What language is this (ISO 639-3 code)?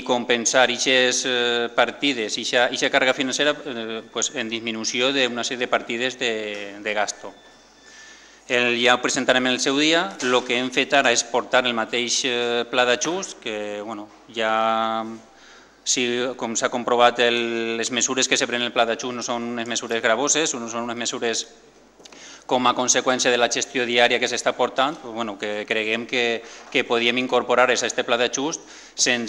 cat